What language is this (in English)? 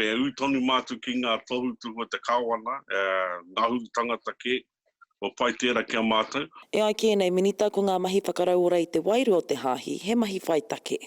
Māori